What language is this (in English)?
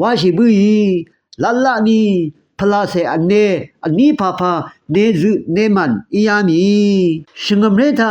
Rawang